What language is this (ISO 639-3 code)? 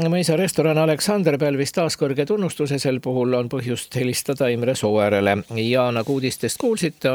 est